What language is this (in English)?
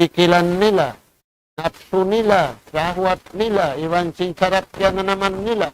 Tausug